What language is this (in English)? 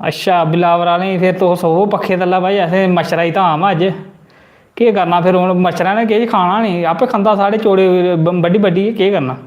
Dogri